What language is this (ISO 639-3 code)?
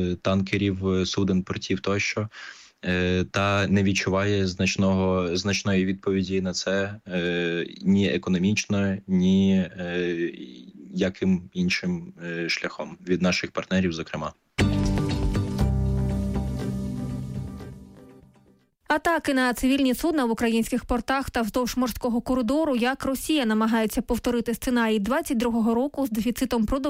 ukr